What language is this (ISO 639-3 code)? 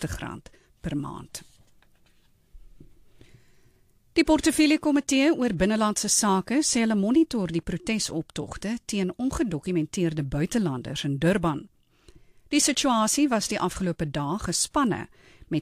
afr